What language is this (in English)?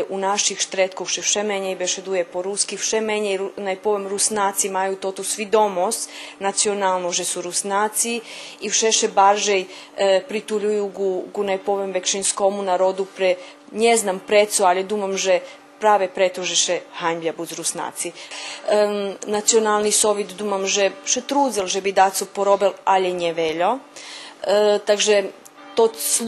Rusyn